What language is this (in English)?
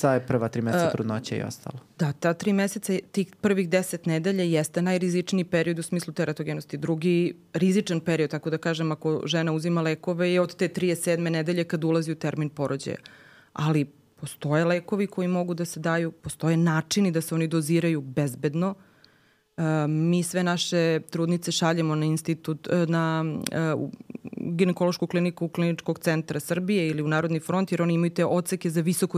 Serbian